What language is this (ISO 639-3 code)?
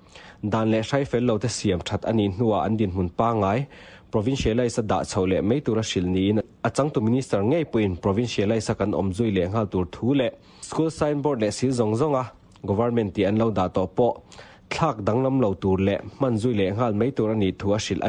lus